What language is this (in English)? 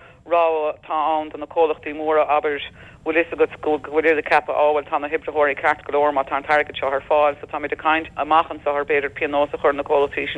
Irish